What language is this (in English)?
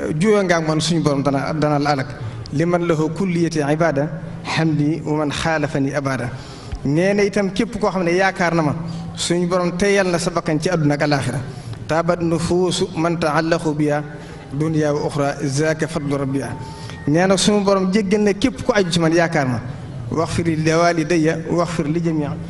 Wolof